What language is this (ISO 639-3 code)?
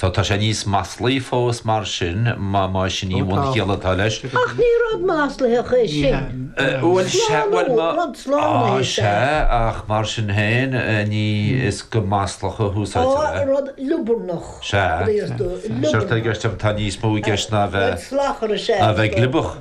gle